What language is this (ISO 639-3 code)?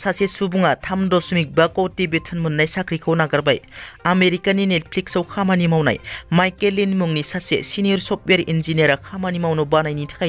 brx